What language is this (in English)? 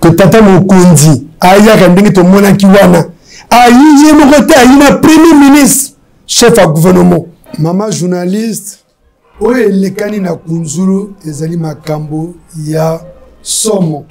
Lingala